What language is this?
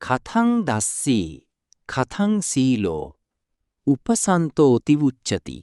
Pali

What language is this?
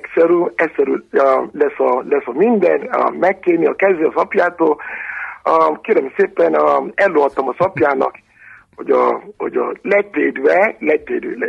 Hungarian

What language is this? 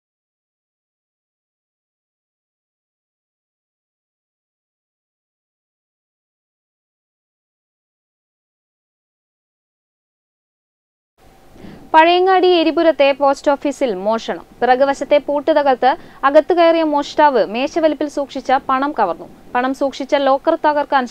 Malayalam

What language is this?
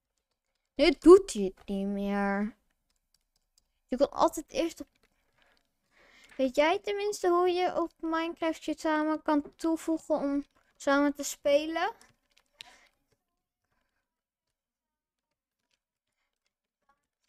Dutch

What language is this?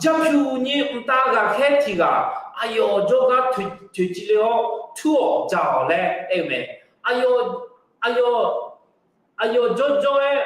Akha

